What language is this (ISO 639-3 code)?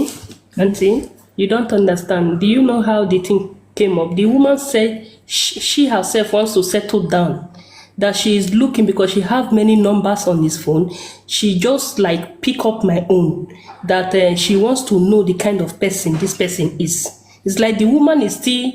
pcm